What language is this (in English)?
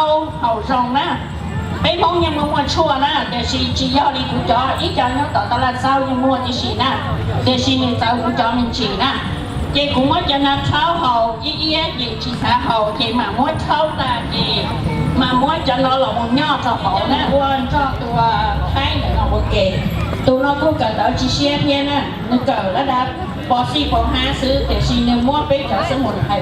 Hmong